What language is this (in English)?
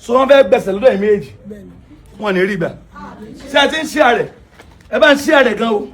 Yoruba